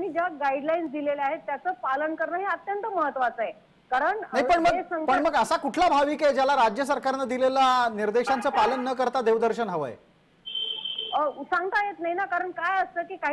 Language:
Marathi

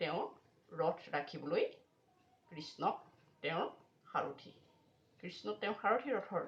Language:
Assamese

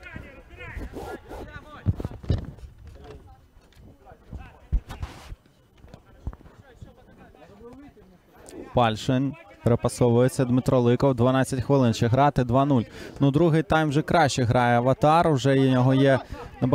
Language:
Ukrainian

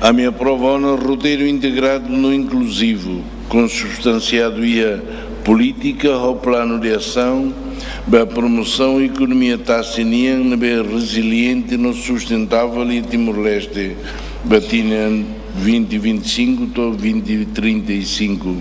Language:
Tetum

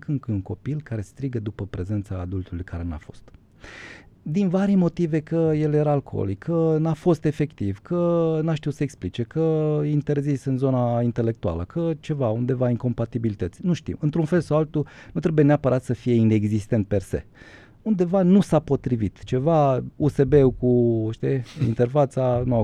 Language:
Romanian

